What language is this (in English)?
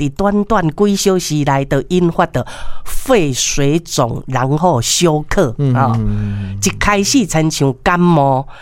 Min Nan Chinese